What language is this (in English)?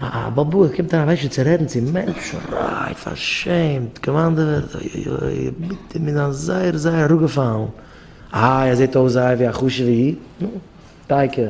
Yiddish